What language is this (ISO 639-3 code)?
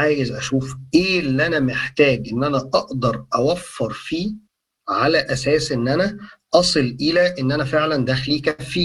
arz